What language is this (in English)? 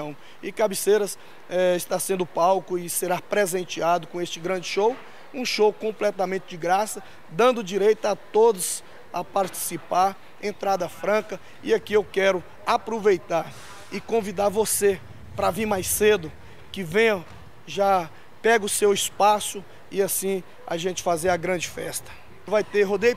Portuguese